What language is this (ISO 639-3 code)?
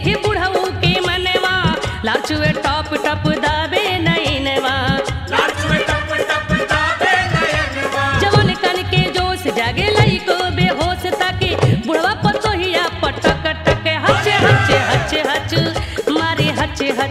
bho